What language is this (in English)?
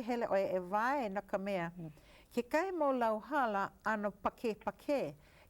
Hawaiian